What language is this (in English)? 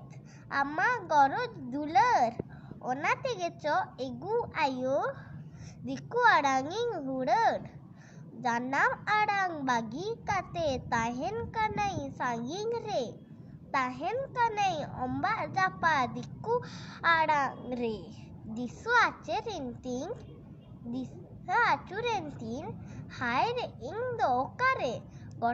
Santali